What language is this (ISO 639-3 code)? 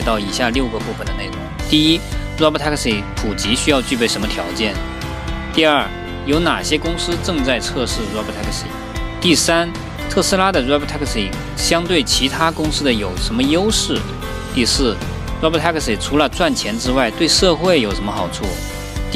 zho